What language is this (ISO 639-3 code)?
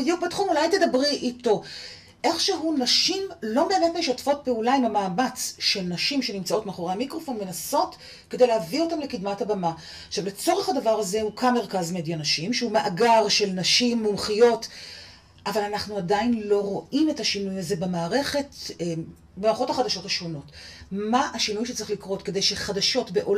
heb